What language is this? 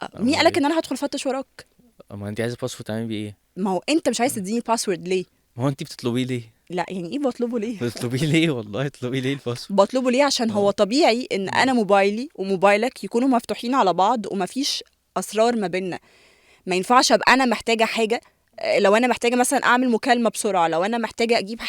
Egyptian Arabic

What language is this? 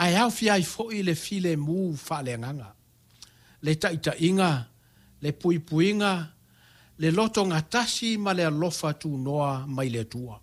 Samoan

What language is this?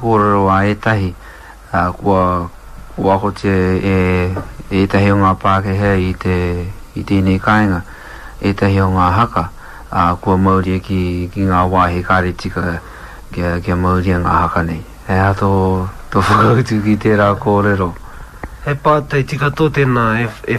Māori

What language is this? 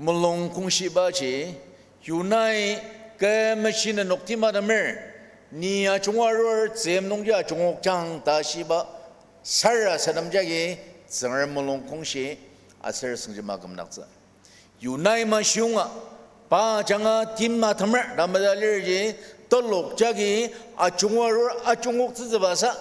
Ao Naga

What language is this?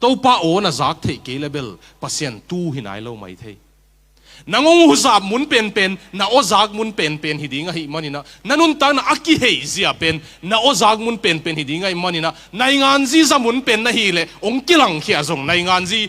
Tedim Chin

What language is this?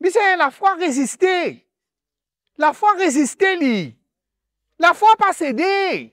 Morisyen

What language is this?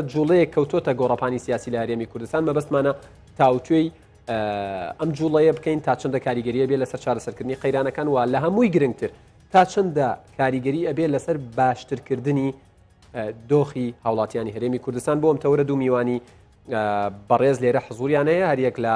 Central Kurdish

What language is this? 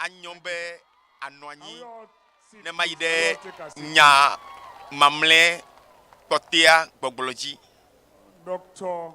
Ewe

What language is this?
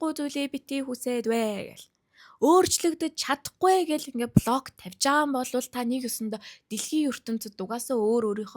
Mongolian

